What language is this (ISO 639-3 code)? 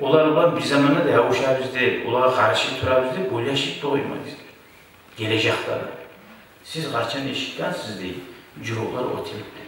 kum